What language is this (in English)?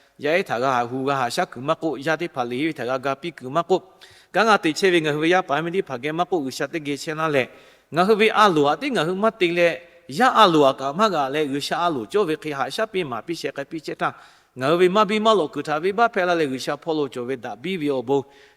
Lahu